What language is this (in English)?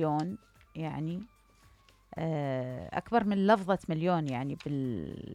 Mesopotamian Arabic